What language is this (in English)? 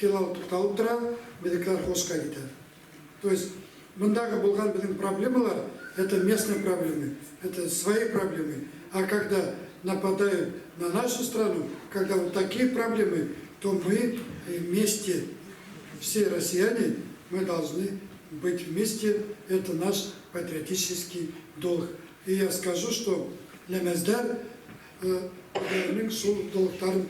Bashkir